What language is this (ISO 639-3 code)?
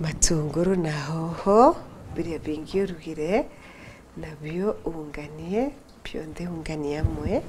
mer